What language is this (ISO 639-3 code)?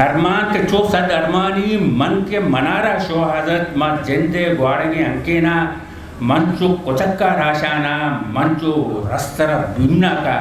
bgp